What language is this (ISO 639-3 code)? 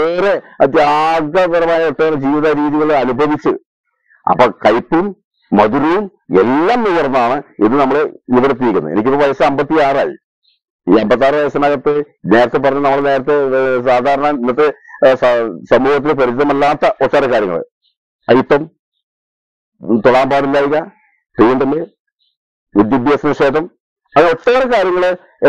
mal